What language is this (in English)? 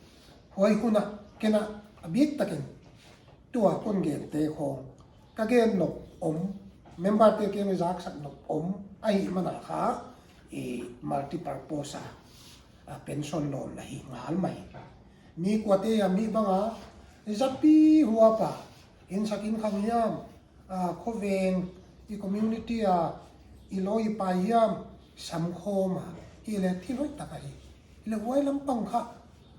Paite Chin